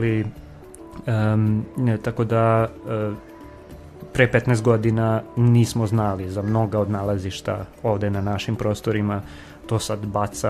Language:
Serbian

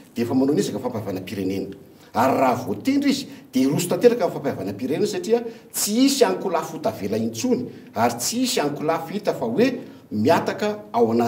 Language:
Malagasy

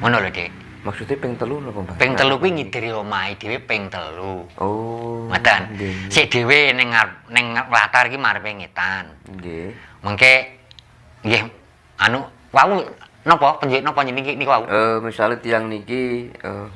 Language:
Javanese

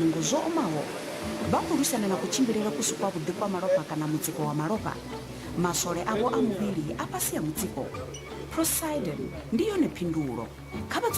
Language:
Venda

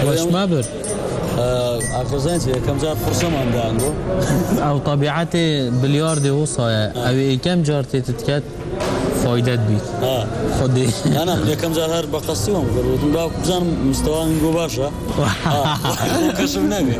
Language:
Kurdish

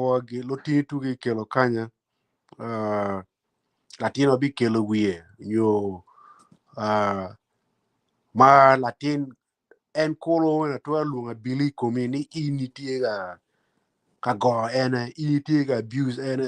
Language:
Acoli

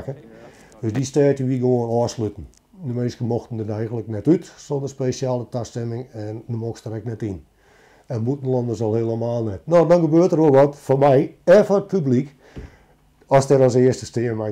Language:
Western Frisian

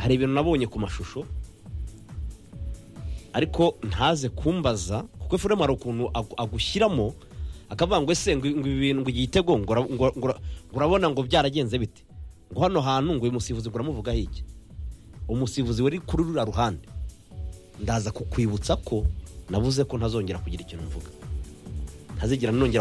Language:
Kinyarwanda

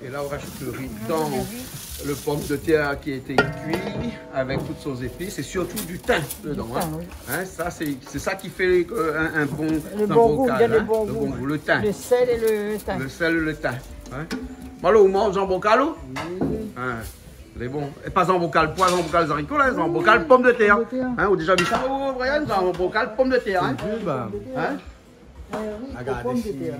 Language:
Réunion Creole French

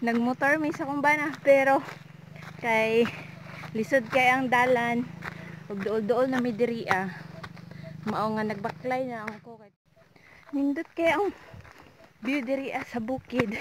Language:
Cebuano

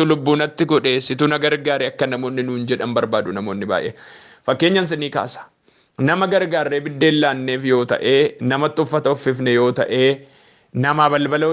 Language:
Oromo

